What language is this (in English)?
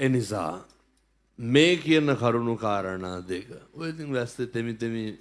Sinhala